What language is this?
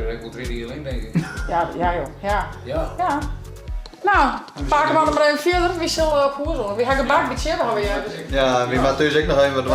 Western Frisian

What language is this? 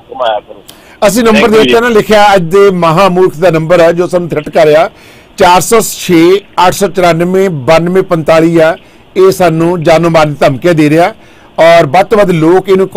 Punjabi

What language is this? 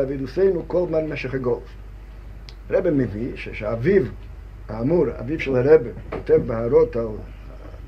Hebrew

